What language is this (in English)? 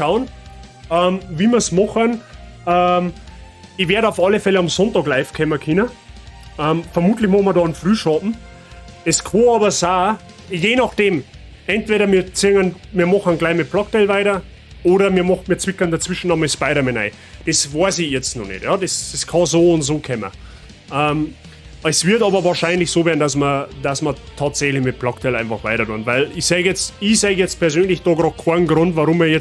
Bavarian